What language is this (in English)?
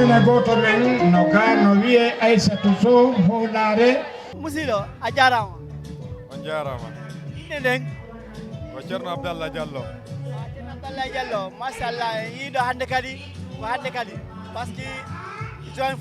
Fula